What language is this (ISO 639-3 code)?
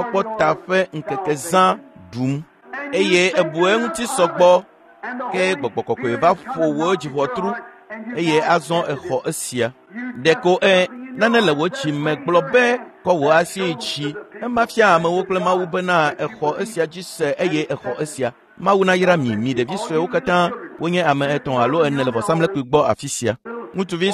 ewe